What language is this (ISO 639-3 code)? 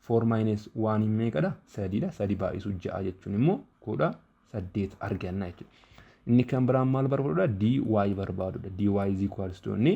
orm